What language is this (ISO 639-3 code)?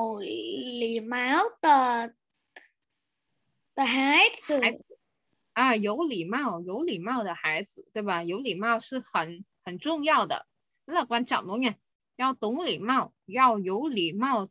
zho